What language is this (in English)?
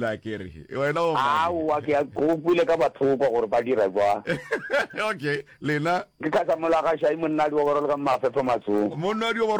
Northern Sotho